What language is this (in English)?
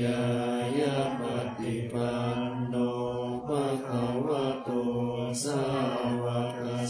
Pali